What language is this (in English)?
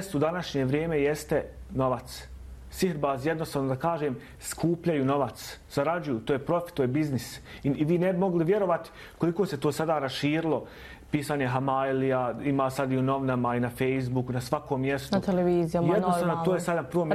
Bosnian